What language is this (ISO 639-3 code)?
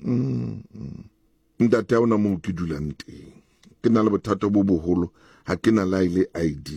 sot